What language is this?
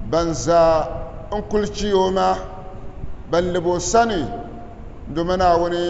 Dagbani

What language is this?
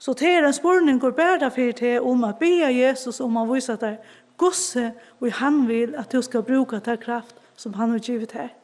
Faroese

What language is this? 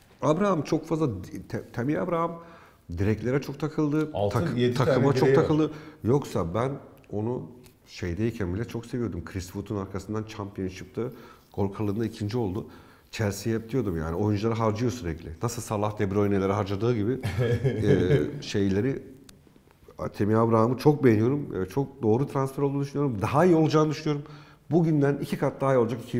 Turkish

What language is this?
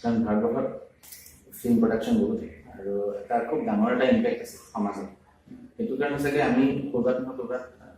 Assamese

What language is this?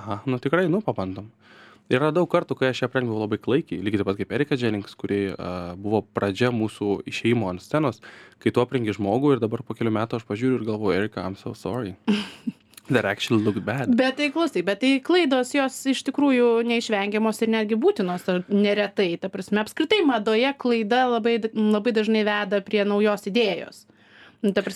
Lithuanian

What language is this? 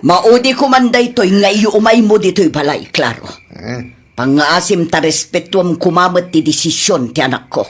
Iloko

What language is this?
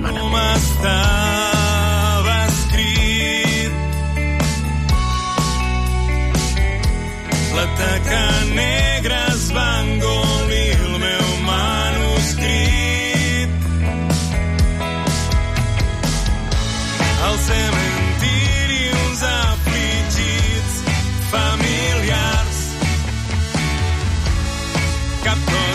Catalan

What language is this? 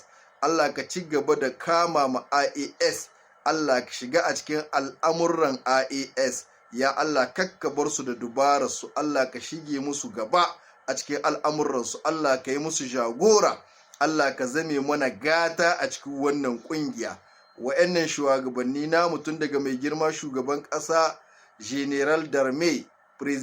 Hausa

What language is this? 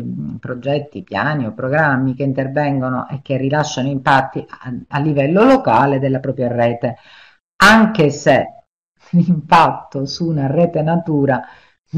Italian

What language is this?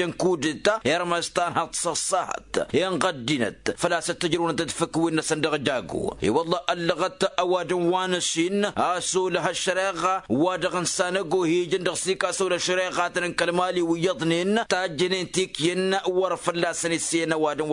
Tamasheq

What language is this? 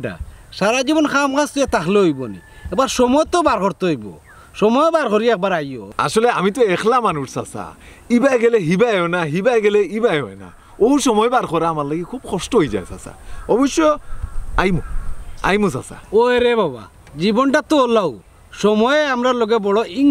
Sylheti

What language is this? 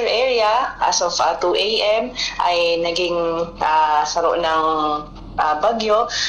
Bikol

